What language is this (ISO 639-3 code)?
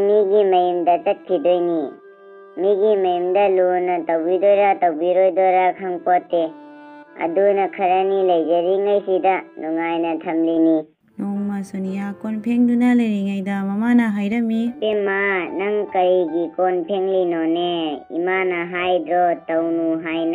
mni